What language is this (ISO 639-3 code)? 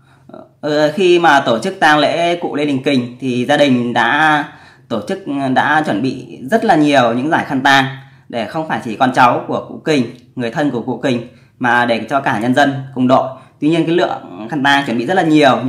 vie